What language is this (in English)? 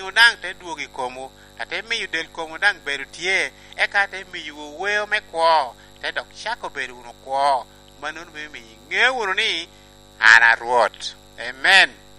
Lango (Uganda)